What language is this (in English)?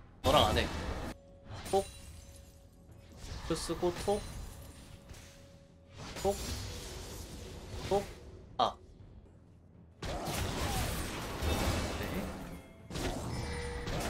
Korean